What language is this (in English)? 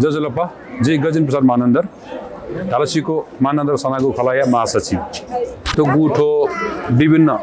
Newari